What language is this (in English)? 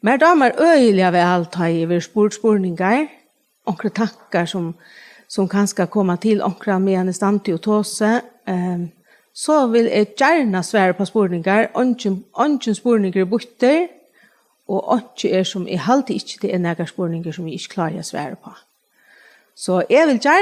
Faroese